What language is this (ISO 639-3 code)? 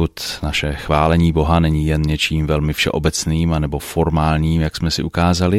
ces